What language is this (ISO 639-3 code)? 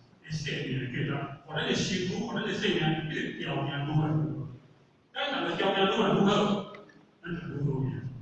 nan